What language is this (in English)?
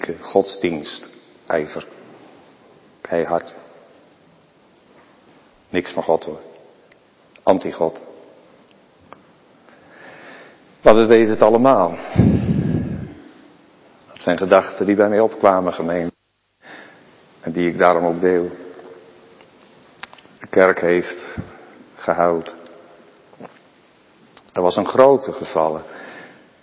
Dutch